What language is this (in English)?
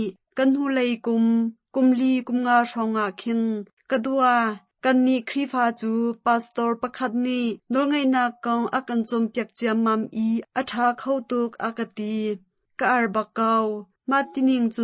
Hakha Chin